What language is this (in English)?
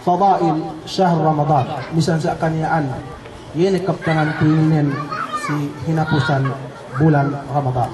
Yakan